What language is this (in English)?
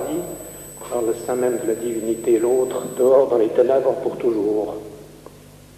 French